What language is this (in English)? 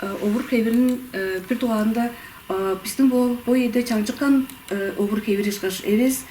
Tuvinian